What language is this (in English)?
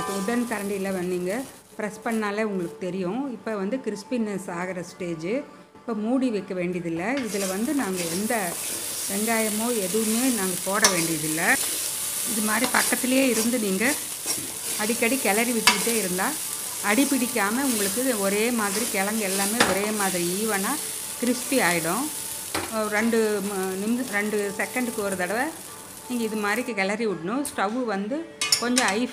Tamil